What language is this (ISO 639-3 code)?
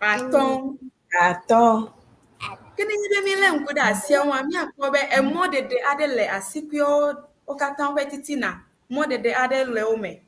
ewe